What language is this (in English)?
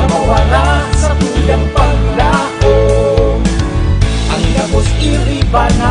Bikol